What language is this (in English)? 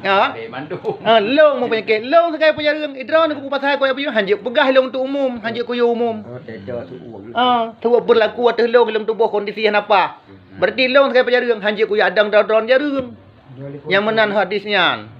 Achinese